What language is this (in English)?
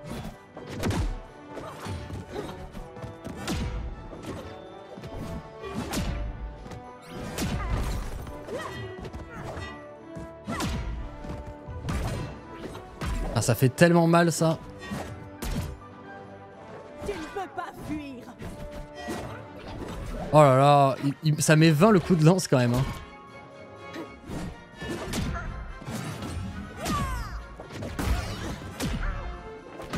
French